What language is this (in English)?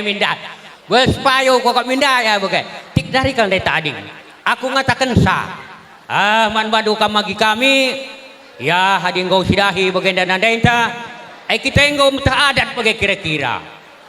Batak Karo